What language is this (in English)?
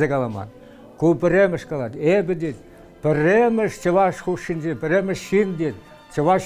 Chuvash